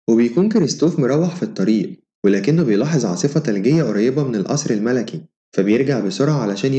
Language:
Egyptian Arabic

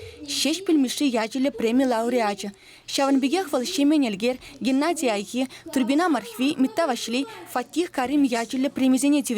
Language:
Chuvash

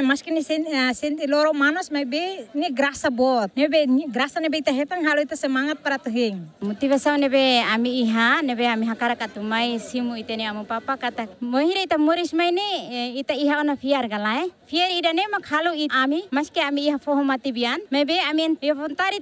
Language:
Tetum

